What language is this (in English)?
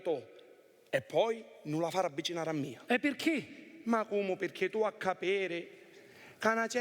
Sicilian